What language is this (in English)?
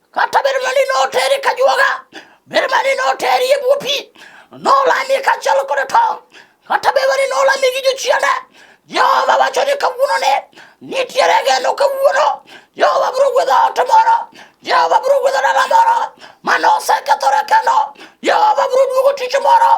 Luo (Kenya and Tanzania)